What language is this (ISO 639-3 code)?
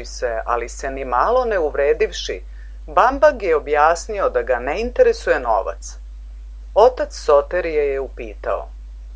srp